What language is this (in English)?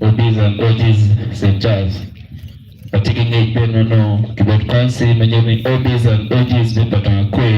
Acoli